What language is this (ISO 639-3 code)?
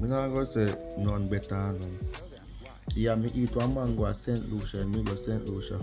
jam